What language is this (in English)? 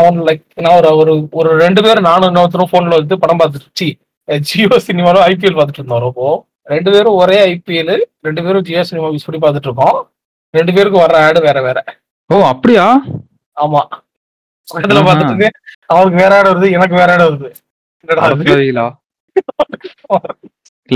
Tamil